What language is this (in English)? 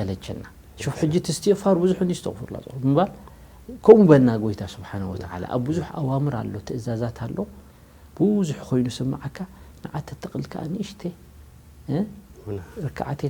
Tigrinya